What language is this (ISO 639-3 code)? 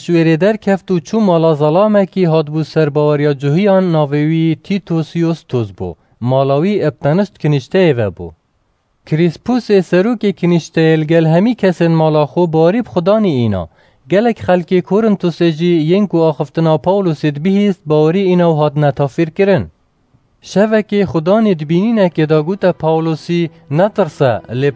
kur